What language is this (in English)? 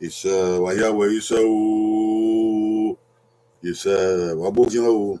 Bini